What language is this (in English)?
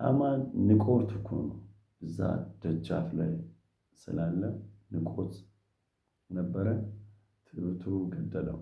Amharic